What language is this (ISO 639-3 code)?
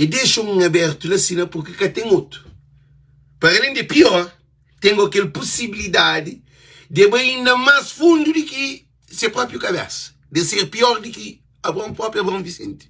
kea